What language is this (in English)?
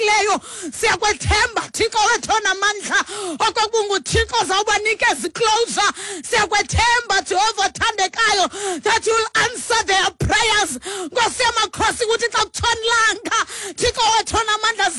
Xhosa